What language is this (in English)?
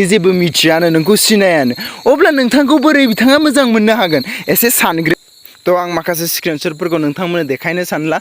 Bodo